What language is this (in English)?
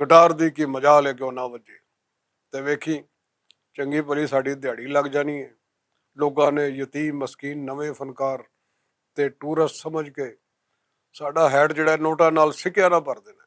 Western Panjabi